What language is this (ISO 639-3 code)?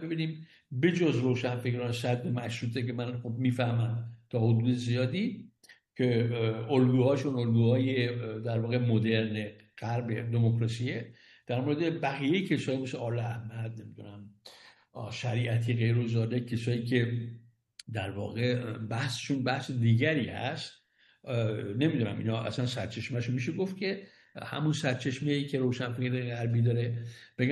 fas